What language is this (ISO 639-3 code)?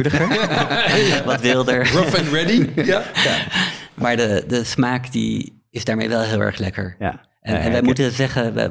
nld